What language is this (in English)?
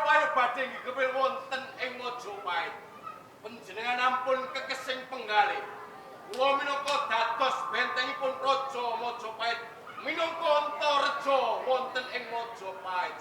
Javanese